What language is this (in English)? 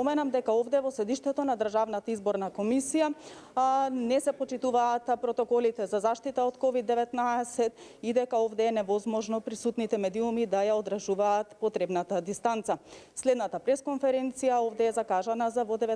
Macedonian